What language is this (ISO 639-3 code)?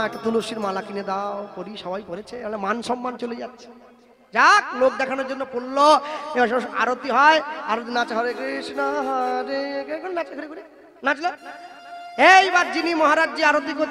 ben